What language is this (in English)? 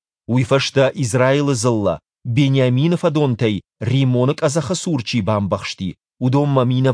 Ossetic